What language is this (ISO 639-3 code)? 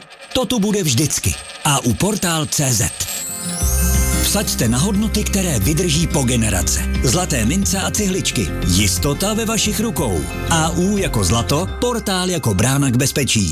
ces